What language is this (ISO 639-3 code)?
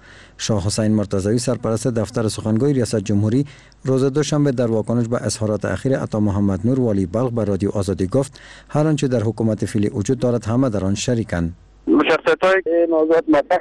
fas